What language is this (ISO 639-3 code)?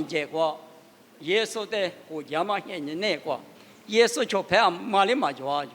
lis